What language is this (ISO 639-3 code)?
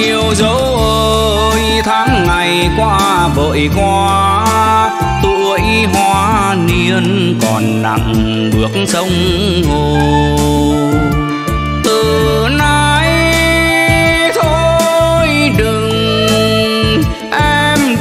vie